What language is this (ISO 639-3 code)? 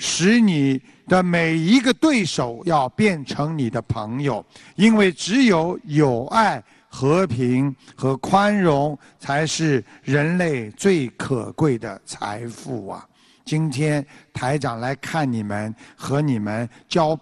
zho